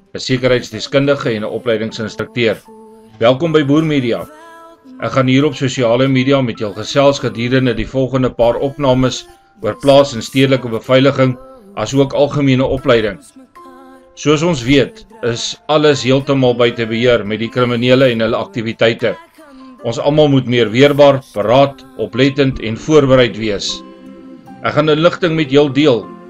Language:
Afrikaans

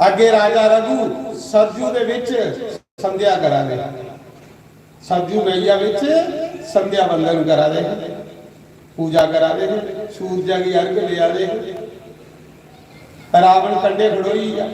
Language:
Dogri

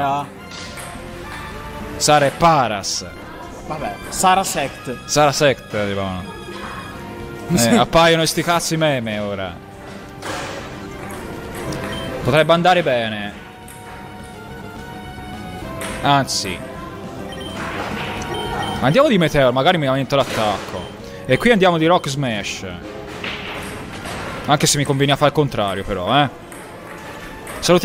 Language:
Italian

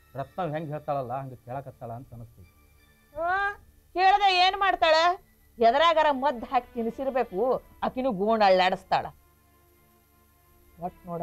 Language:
Kannada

